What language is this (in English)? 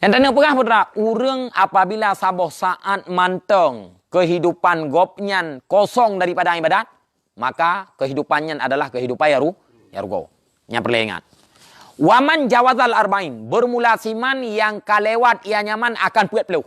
Achinese